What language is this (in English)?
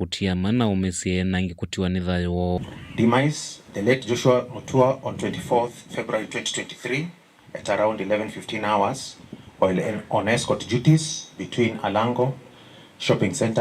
Kamba